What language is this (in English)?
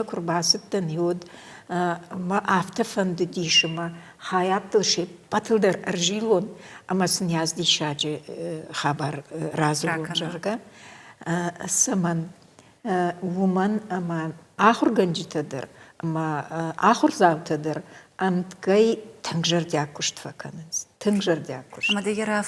Ossetic